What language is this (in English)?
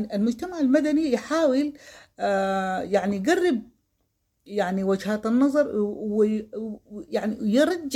Sudanese Arabic